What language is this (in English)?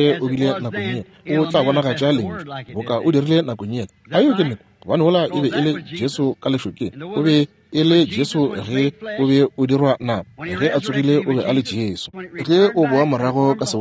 Northern Sotho